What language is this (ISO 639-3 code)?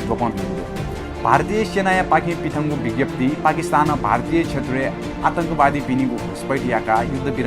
new